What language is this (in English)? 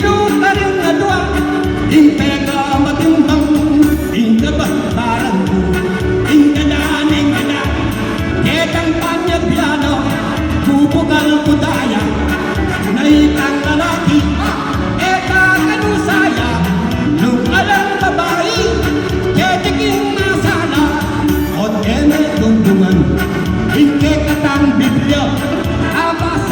Pampanga